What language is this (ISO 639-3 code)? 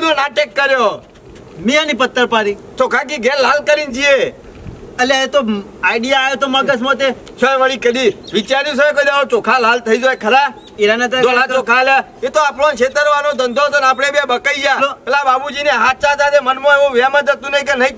guj